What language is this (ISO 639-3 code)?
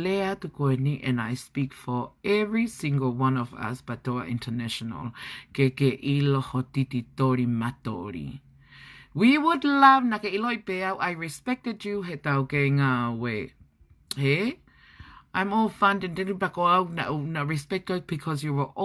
ton